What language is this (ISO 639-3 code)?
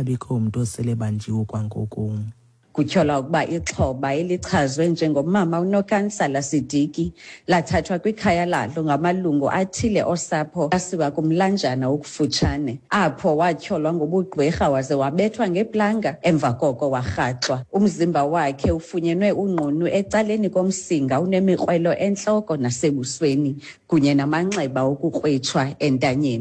xho